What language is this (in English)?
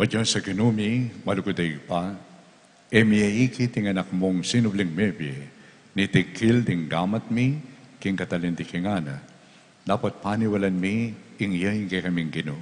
Pampanga